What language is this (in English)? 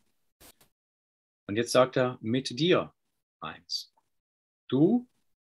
German